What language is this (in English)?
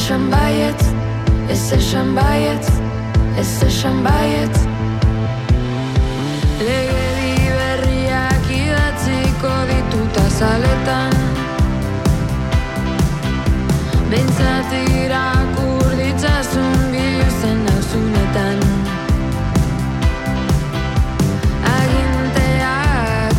Basque